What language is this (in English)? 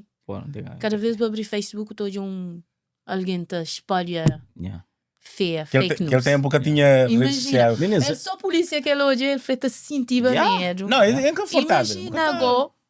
Kabuverdianu